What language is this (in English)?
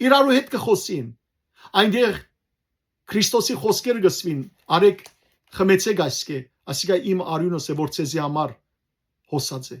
Western Armenian